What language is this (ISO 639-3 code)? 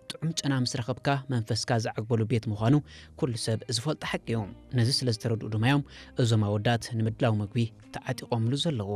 tir